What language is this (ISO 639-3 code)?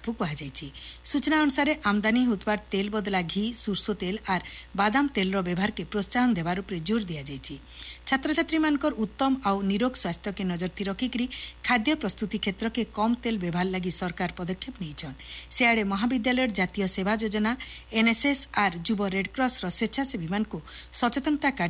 ori